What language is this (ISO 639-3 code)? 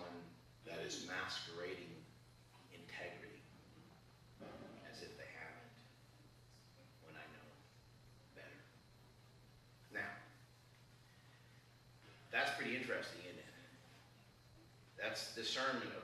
eng